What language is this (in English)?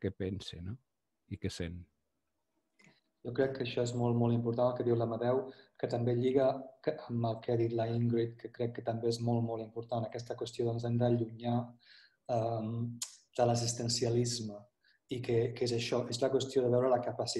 Catalan